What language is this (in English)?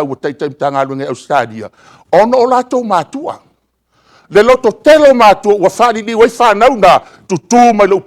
Samoan